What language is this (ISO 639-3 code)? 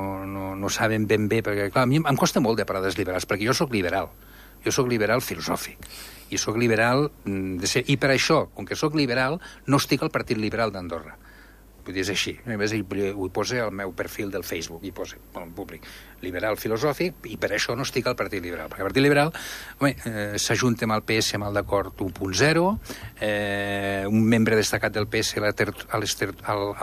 cat